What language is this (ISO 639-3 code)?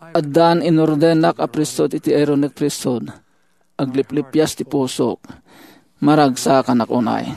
ilo